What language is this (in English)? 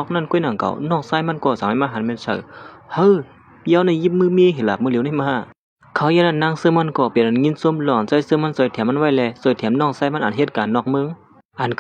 Shan